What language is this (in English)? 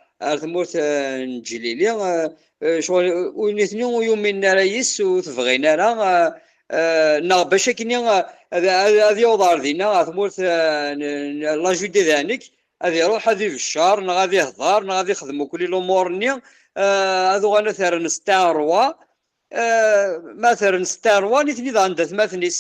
Kabyle